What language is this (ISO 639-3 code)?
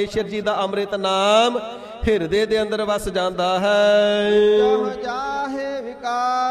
pan